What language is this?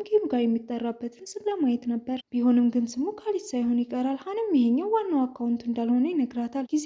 Amharic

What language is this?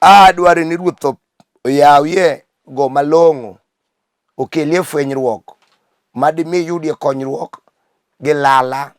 Luo (Kenya and Tanzania)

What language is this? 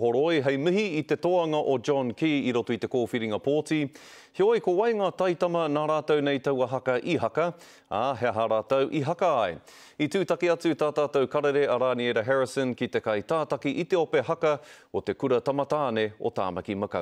Māori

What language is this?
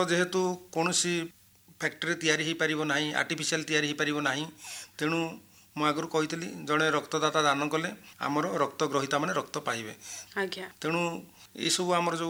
Odia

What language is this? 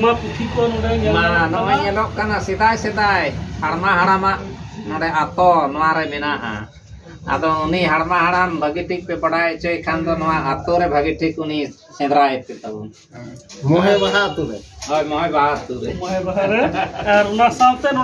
Santali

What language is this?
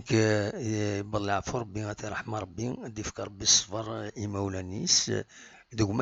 Kabyle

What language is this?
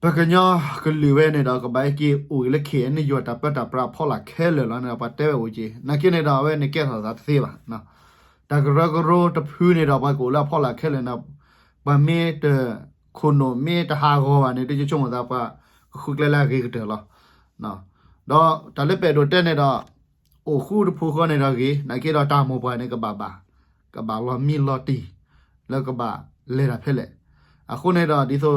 S'gaw Karen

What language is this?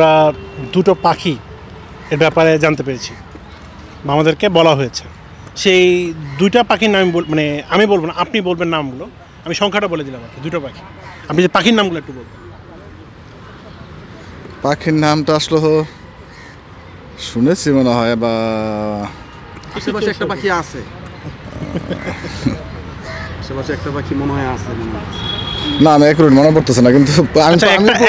Bangla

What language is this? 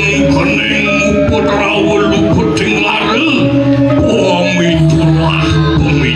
Balinese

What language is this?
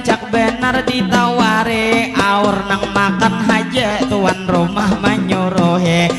Banjar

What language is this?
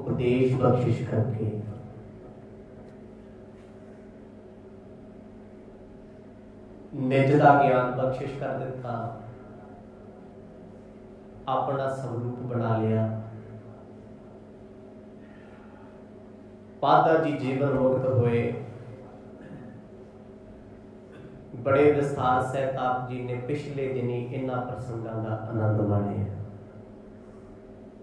Punjabi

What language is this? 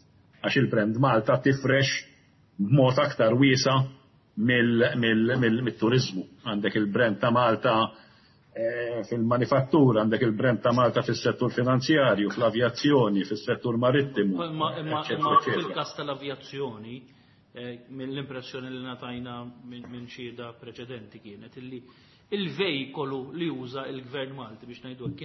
Maltese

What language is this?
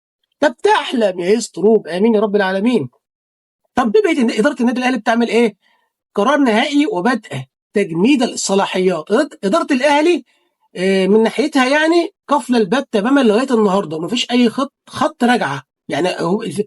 Egyptian Arabic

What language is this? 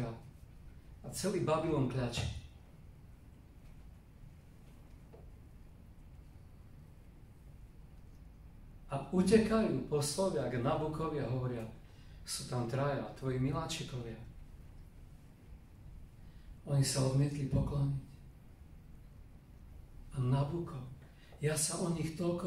Slovak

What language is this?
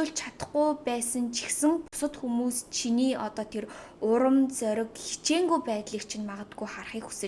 Mongolian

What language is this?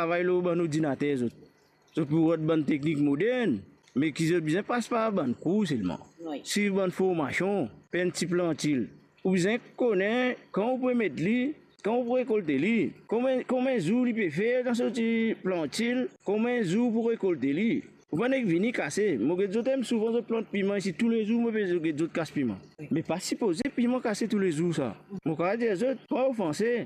Morisyen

